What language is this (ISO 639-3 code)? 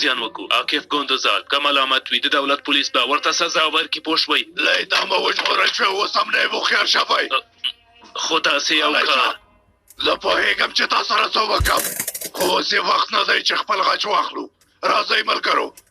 pus